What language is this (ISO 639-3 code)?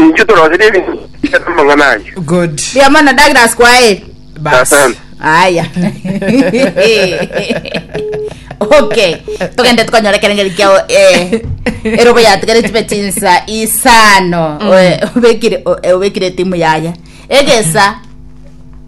guz